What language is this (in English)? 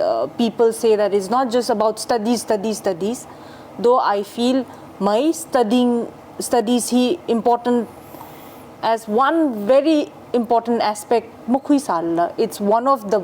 Tangkhul Naga (India)